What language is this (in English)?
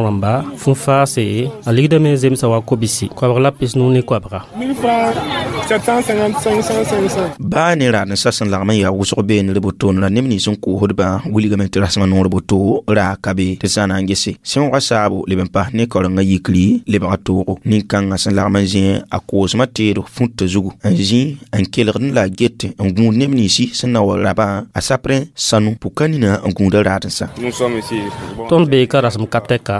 Mossi